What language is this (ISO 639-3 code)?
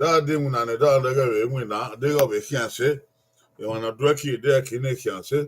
bin